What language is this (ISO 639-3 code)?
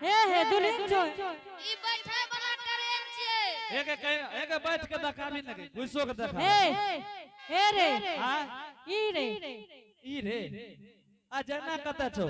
anp